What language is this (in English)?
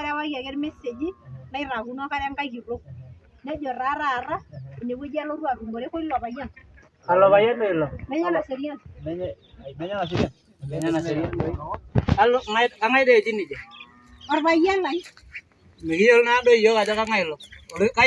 Masai